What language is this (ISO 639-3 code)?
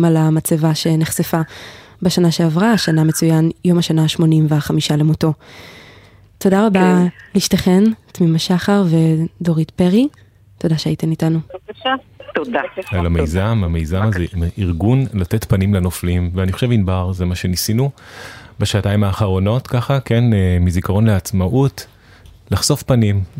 heb